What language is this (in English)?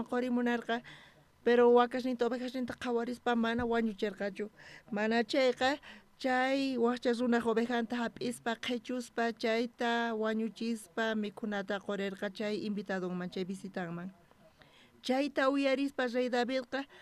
South Bolivian Quechua